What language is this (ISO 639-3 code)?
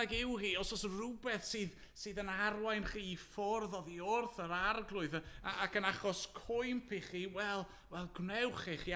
cym